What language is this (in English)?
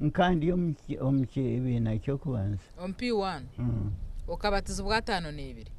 Nyankole